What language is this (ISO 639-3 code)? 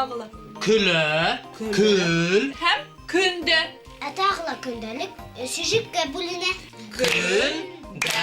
bak